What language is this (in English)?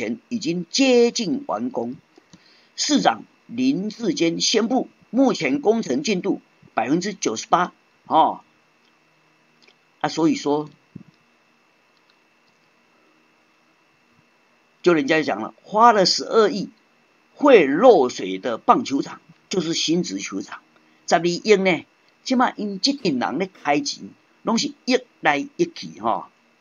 Chinese